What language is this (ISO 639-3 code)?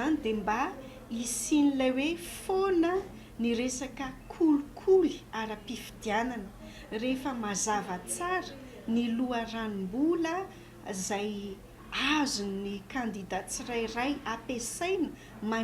mlg